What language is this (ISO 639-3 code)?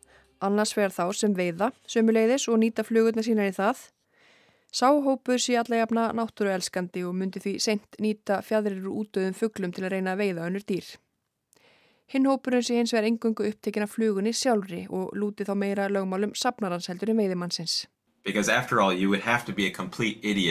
isl